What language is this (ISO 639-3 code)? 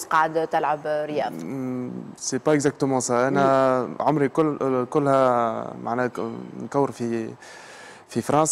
aeb